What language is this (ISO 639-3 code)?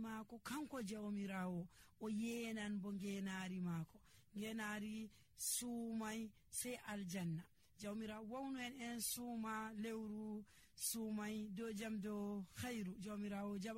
fuv